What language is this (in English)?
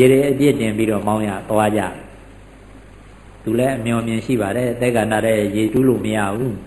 Burmese